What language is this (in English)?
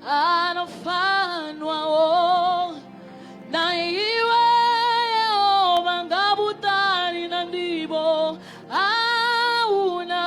Venda